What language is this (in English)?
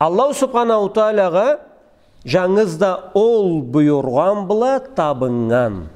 Karachay-Balkar